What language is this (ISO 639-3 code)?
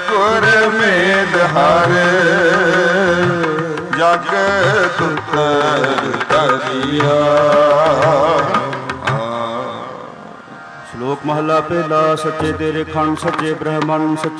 pan